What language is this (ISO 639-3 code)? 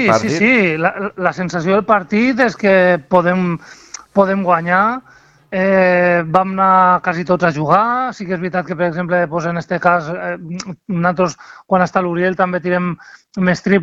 cat